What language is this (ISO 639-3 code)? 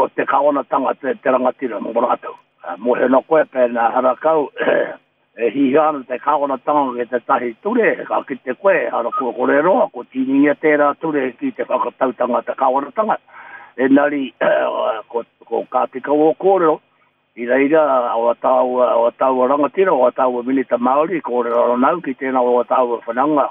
mri